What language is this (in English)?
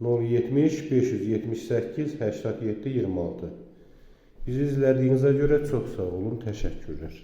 Azerbaijani